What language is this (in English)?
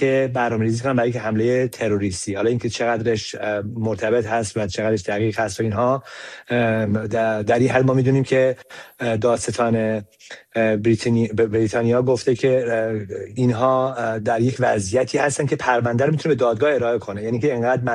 Persian